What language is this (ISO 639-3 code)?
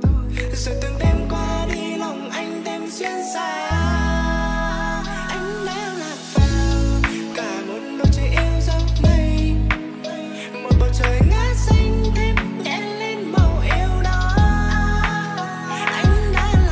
vie